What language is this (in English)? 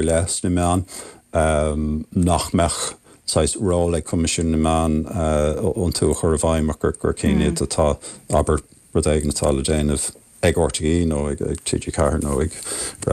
Irish